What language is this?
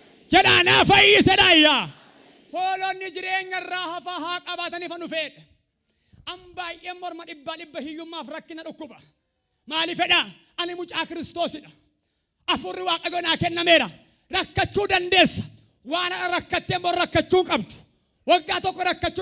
Oromo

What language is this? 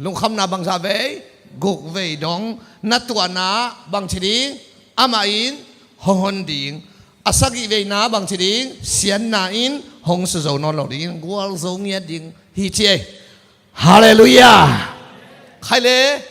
Tedim Chin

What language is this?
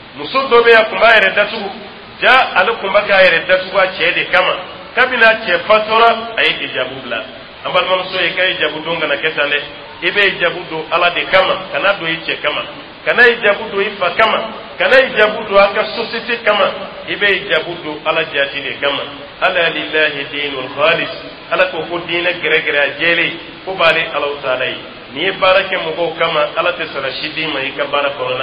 Dyula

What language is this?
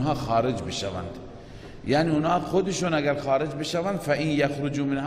Persian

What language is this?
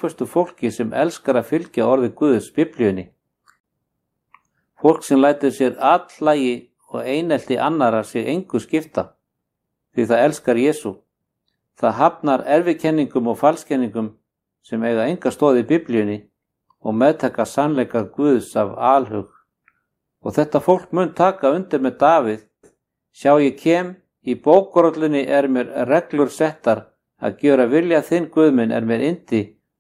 Icelandic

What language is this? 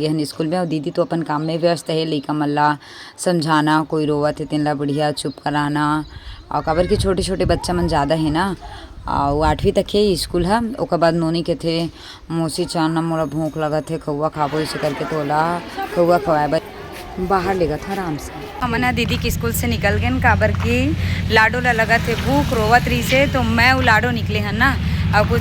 Chhattisgarhi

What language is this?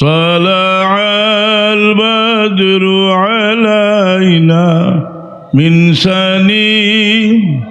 Sylheti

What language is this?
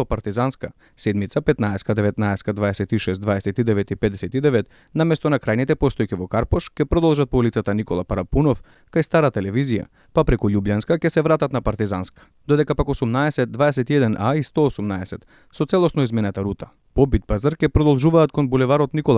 Macedonian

